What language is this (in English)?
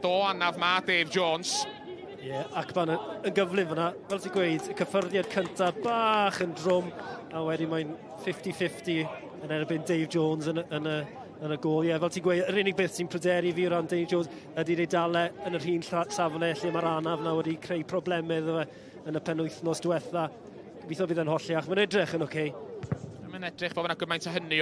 Welsh